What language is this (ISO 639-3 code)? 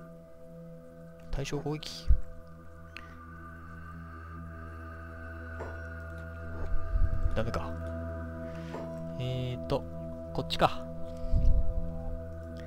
jpn